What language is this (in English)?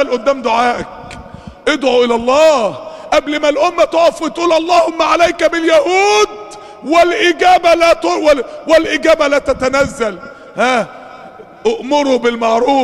Arabic